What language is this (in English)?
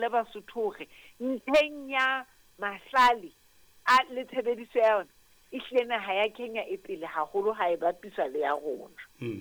Southern Sotho